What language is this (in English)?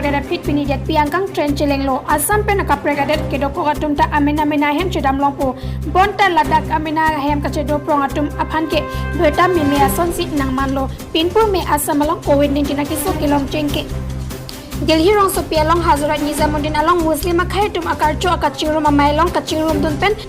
Karbi